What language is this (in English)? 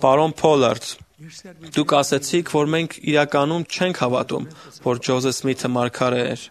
Armenian